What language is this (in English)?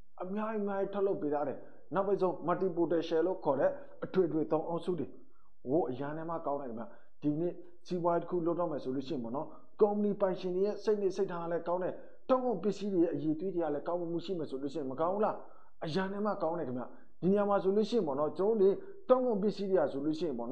Burmese